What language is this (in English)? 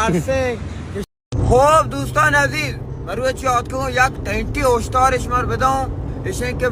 Baluchi